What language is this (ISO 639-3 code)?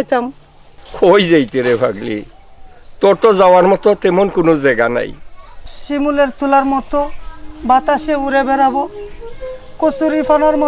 syl